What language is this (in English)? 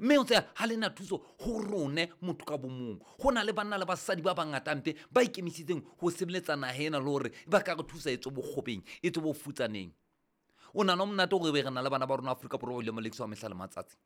Southern Sotho